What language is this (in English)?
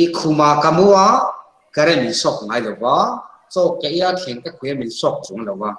Mizo